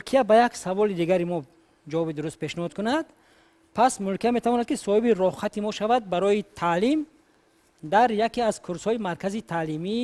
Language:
Tajik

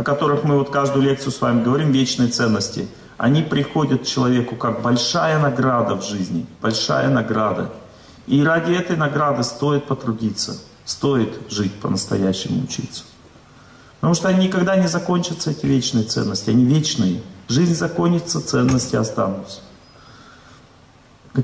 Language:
Russian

